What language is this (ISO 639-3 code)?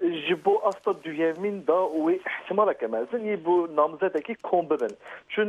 kur